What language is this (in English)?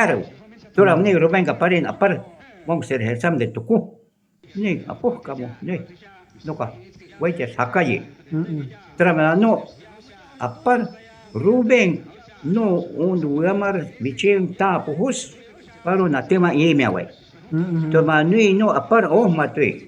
Shuar